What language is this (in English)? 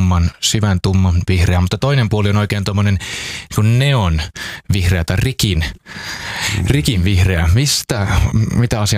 Finnish